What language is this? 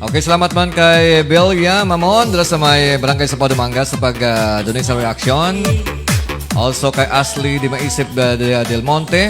Hiligaynon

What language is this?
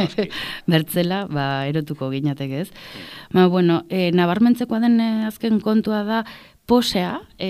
Basque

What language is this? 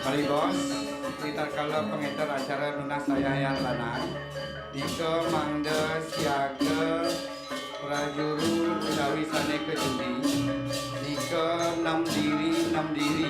Balinese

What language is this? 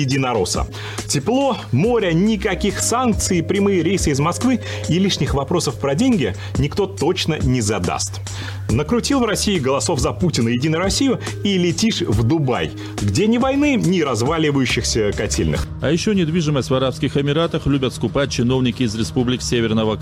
Russian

